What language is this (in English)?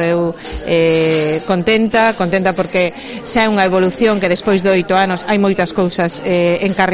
Galician